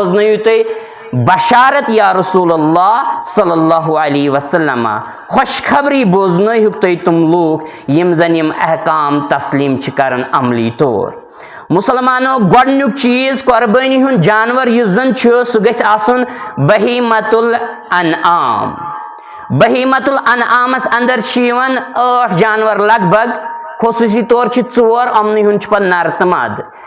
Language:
Kashmiri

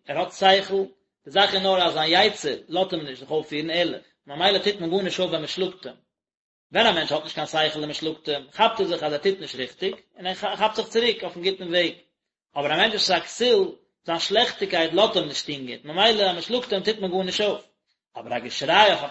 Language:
Yiddish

